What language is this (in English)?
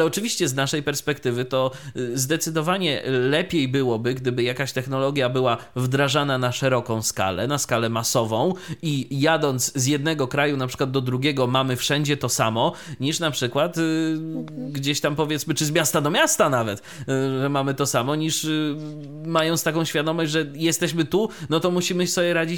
Polish